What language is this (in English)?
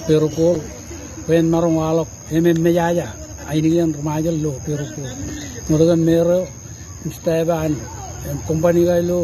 Marshallese